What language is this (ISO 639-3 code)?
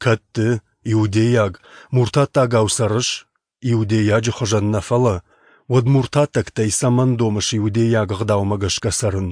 oss